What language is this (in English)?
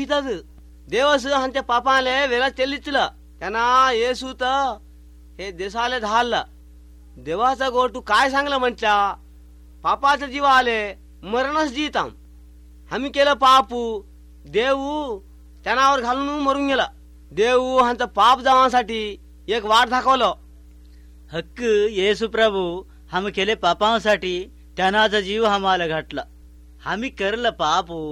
Marathi